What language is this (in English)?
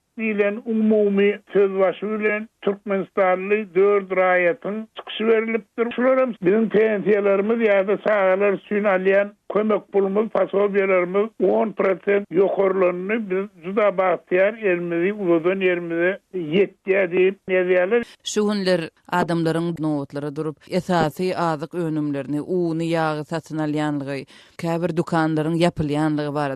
Turkmen